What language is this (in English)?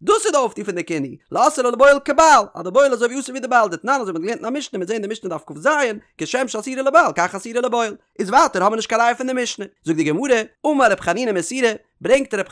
Yiddish